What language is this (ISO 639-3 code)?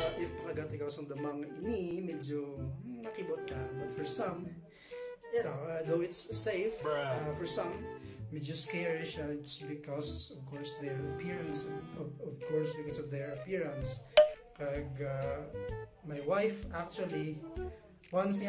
hil